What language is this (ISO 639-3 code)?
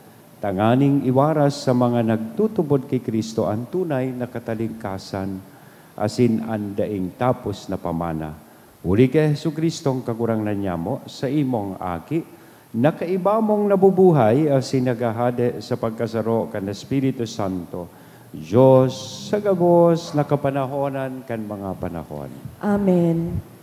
bik